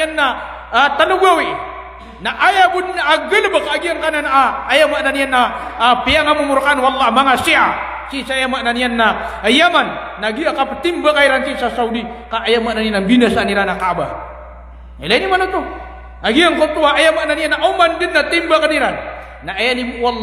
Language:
Maranao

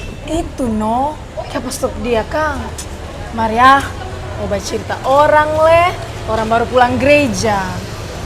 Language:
Manado Malay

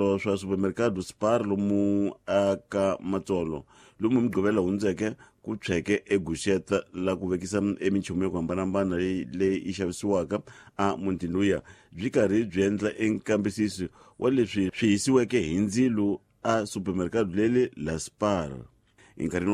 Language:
Tsonga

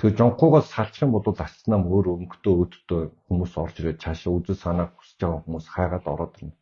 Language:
Mongolian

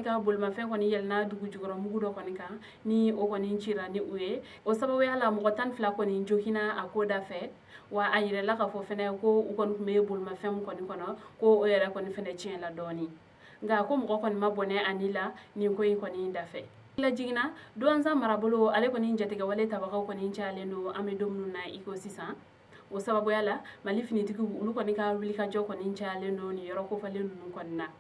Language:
Bambara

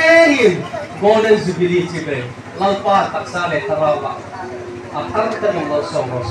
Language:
Hmar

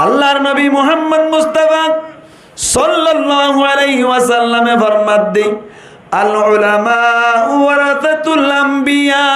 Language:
Rohingya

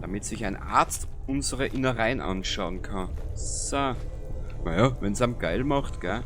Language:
Bavarian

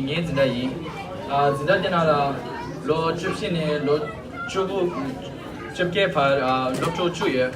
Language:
Tibetan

